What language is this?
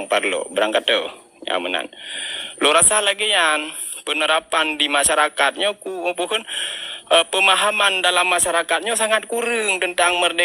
Achinese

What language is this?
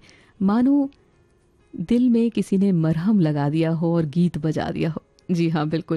Hindi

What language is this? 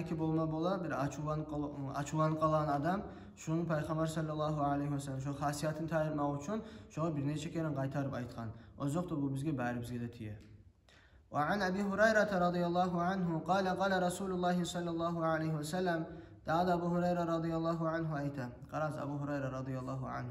Kumyk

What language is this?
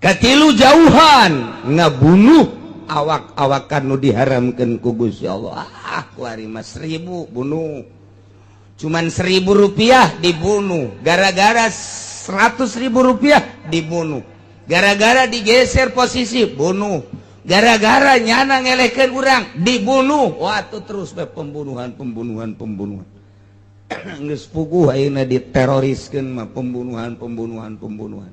Sundanese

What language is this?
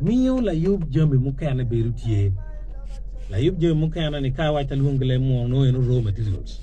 Acoli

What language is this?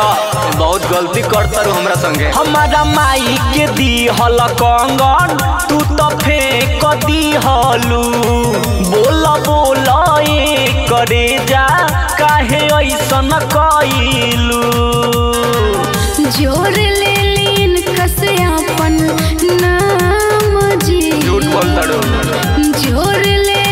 Bhojpuri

